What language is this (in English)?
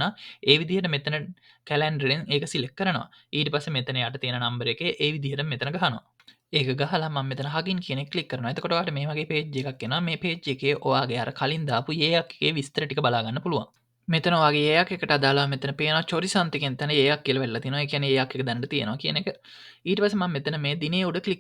Sinhala